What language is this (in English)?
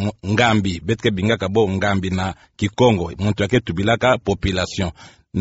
Kituba (Democratic Republic of Congo)